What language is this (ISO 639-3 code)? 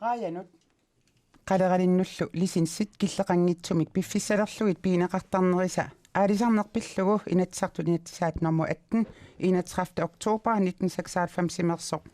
kal